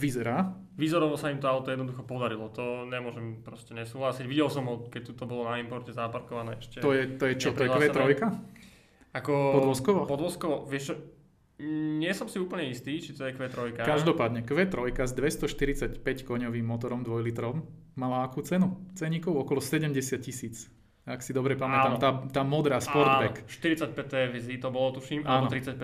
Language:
Slovak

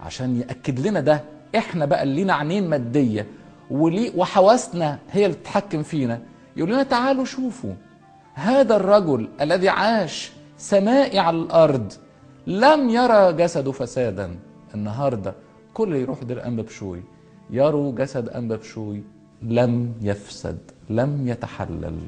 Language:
Egyptian Arabic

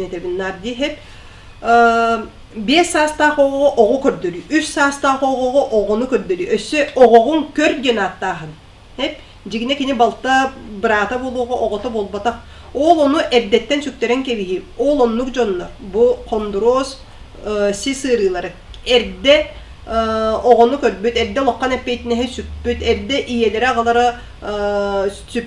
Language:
Yakut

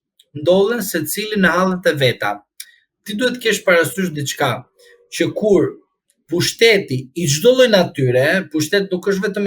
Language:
Albanian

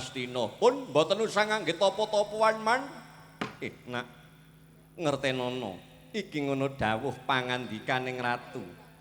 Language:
Javanese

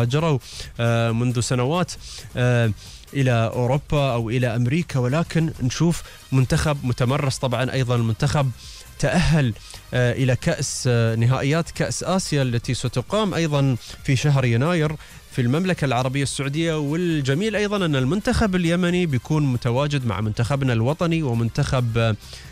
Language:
Gulf Arabic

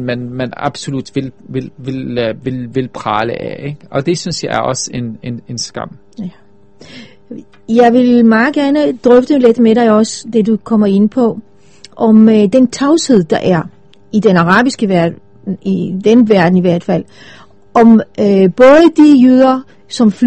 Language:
Danish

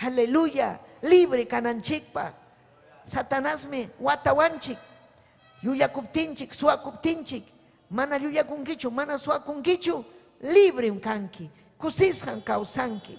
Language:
Ayacucho Quechua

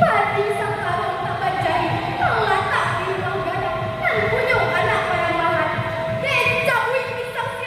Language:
Minangkabau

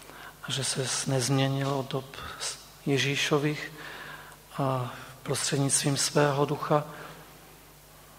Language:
Czech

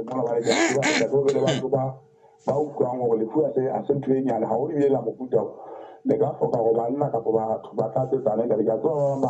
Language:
Southern Sotho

